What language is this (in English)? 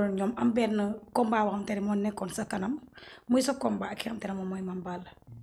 Wolof